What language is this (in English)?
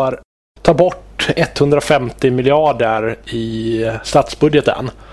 Swedish